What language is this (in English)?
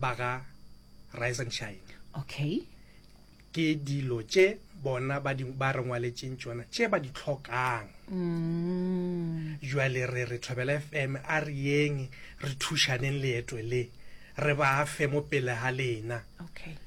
Northern Sotho